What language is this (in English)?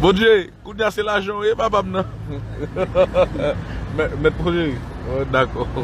Haitian Creole